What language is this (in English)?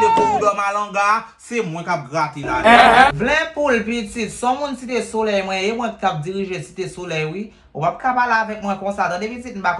Haitian Creole